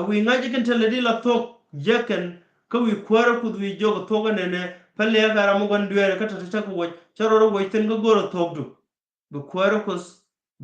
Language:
Nuer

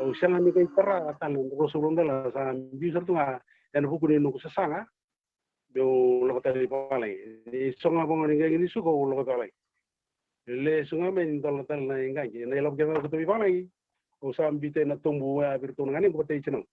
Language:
Fijian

